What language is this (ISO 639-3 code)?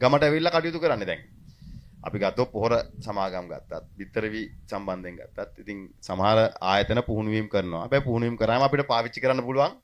sin